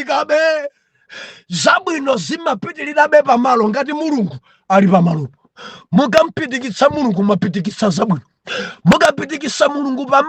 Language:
Nyanja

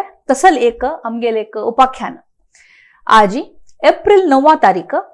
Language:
Konkani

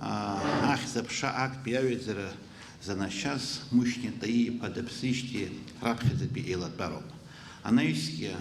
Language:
Abkhazian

